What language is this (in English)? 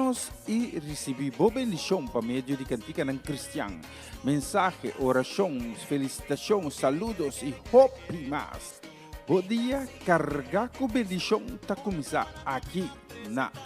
Papiamento